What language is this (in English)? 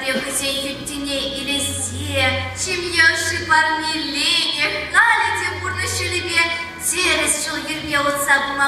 Chuvash